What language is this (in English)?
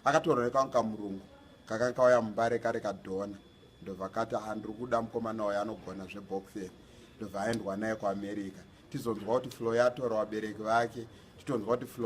Shona